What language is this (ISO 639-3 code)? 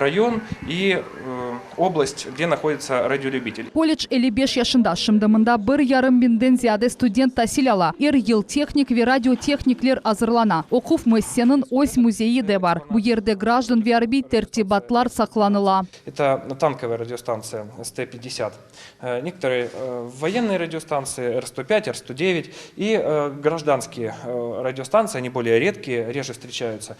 crh